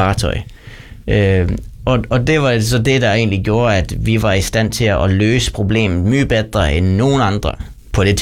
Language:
Danish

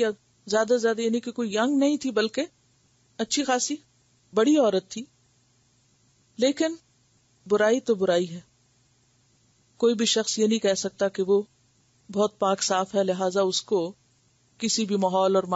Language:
Urdu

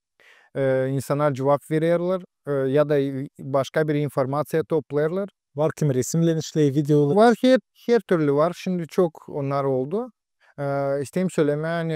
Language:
Gagauz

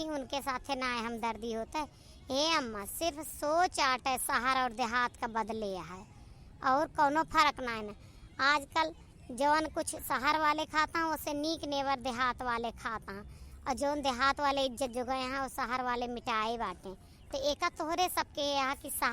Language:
Awadhi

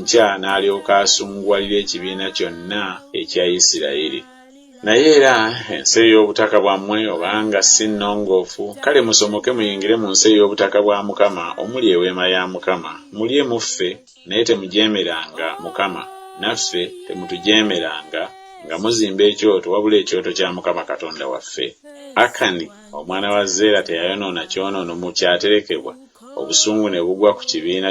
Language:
Ganda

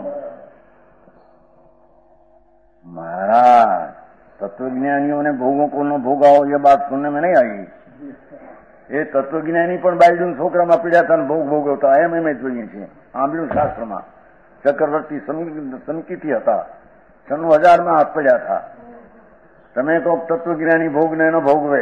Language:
Gujarati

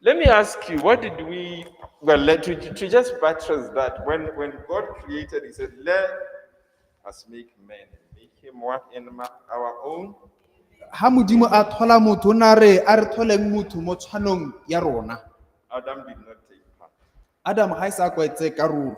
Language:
Tswana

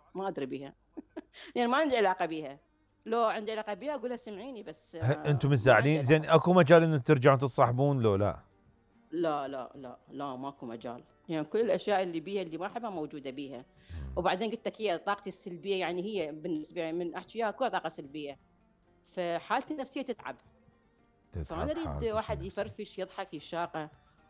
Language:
Mesopotamian Arabic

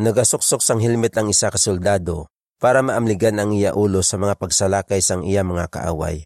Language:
Hiligaynon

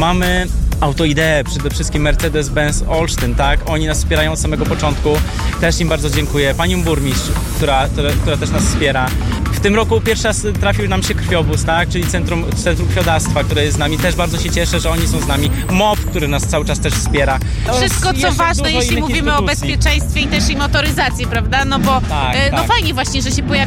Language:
Polish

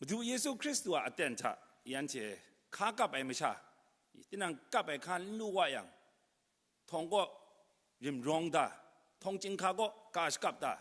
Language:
Kachin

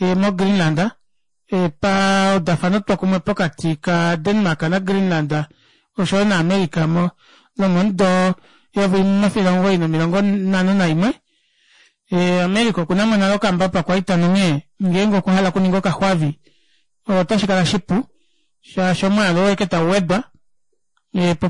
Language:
Kuanyama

